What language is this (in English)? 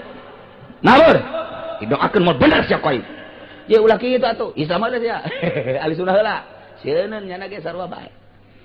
Sundanese